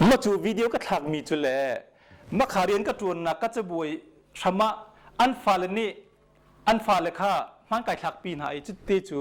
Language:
Hakha Chin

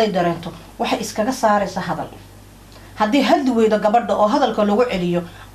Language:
Somali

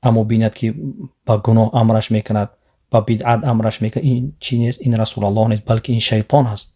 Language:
Tajik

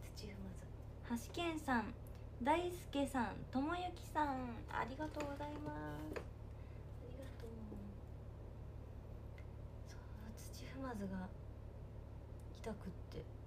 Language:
Japanese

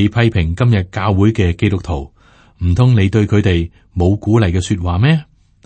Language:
Cantonese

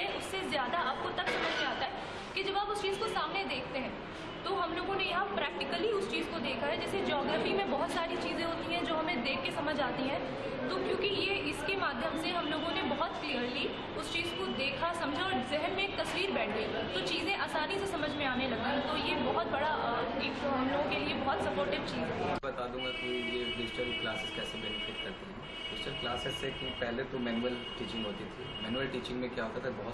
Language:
Hindi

